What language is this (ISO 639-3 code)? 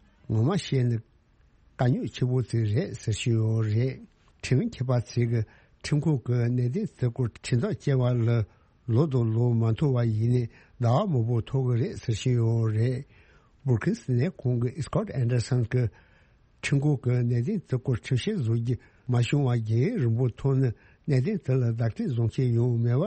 bod